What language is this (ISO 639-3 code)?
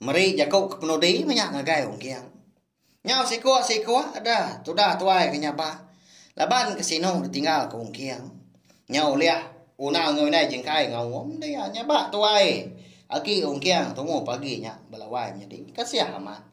iba